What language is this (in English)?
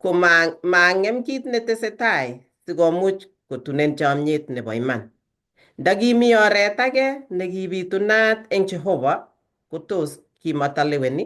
Kalenjin